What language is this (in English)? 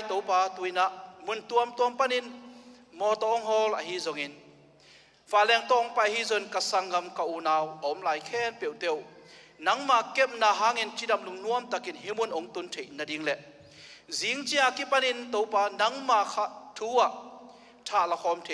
Tedim Chin